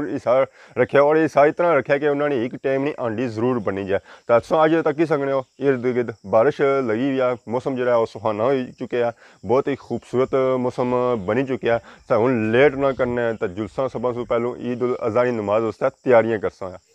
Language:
Pahari-Potwari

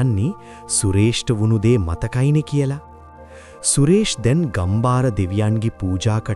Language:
Sinhala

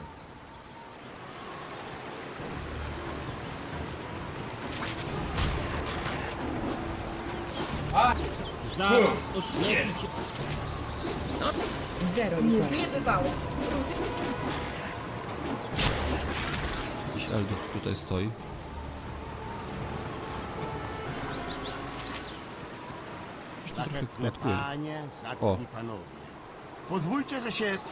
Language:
Polish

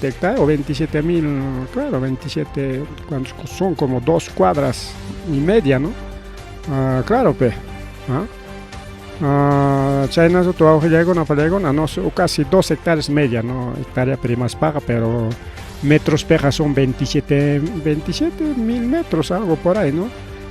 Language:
Ayacucho Quechua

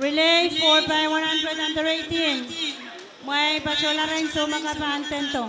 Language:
Pohnpeian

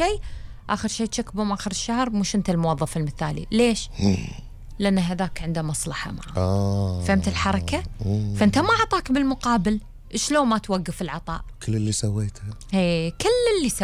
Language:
Gulf Arabic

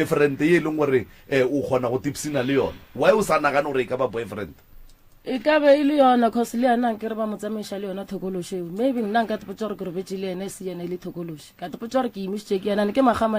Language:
Northern Sotho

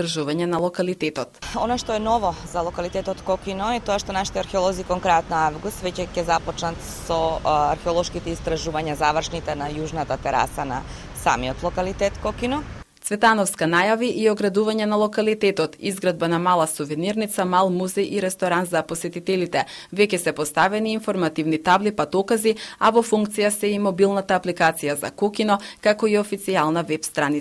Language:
Macedonian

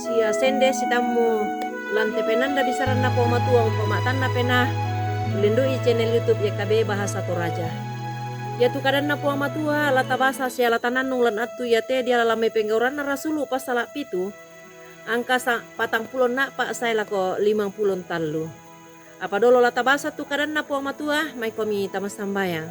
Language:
Toraja-Sa'dan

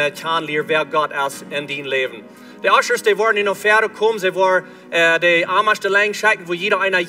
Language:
Plautdietsch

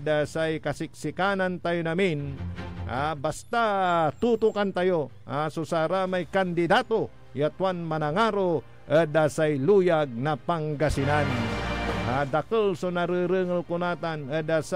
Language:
Pangasinan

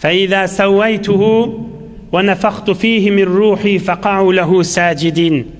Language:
Turkmen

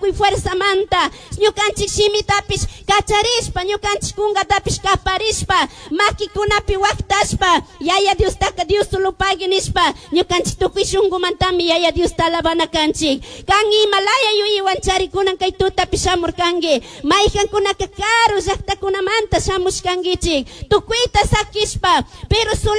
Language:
Chimborazo Highland Quichua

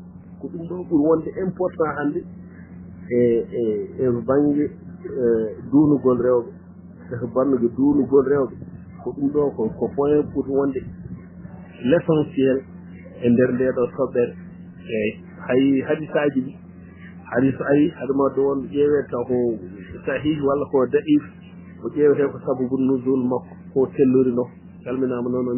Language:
Fula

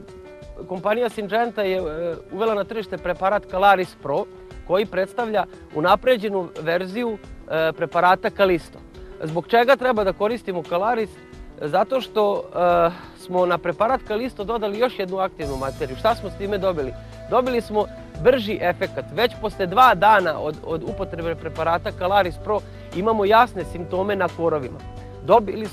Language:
Serbian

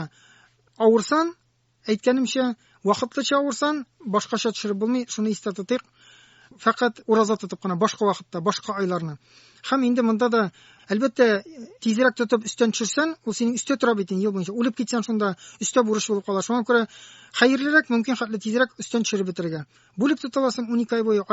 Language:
Tatar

